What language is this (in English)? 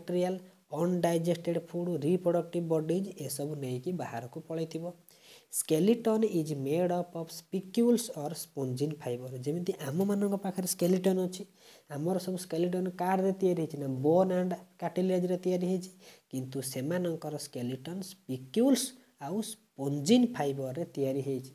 Odia